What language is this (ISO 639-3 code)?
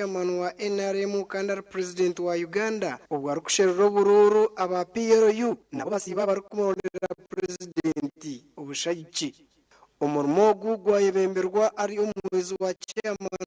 nyn